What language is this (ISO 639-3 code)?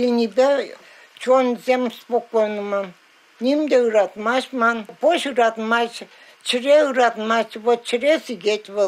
chv